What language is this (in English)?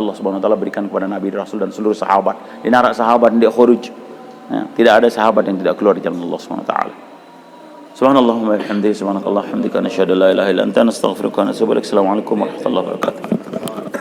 Sasak